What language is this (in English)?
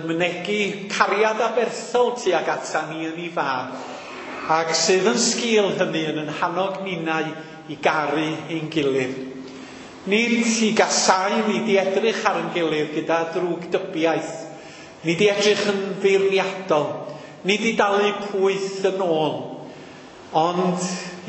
Welsh